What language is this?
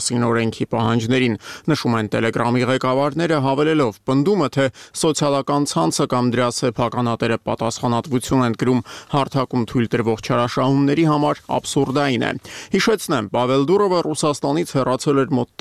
Armenian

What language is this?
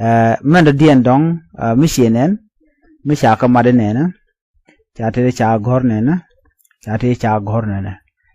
Nuer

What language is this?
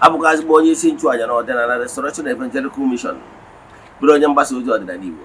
Igbo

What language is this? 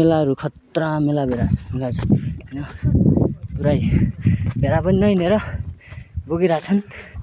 Nepali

